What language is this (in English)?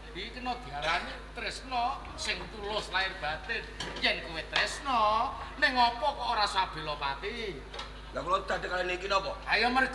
Javanese